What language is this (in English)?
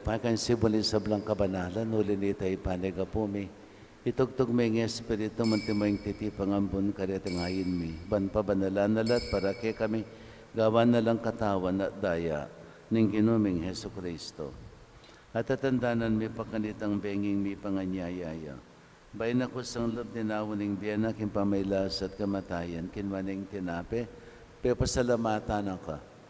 Pampanga